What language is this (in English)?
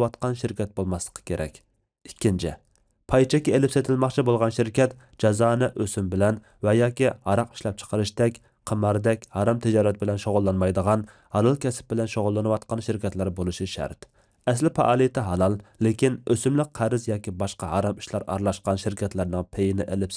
Uyghur